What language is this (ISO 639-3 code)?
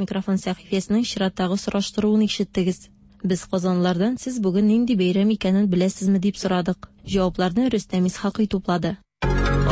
tat